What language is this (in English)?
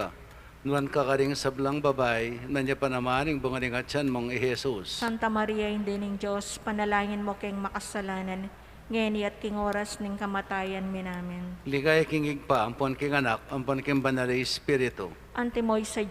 Pampanga